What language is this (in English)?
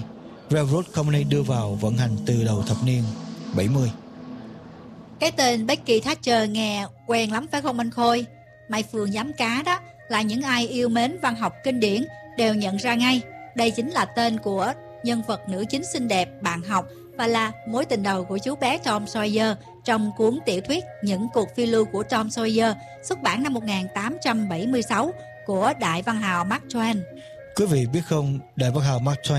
Vietnamese